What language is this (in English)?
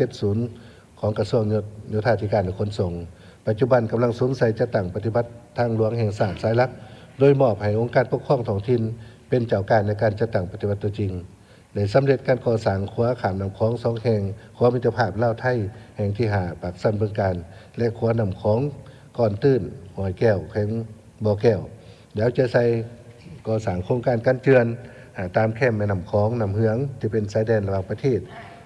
Lao